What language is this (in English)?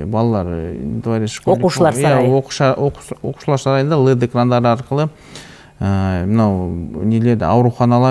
Kazakh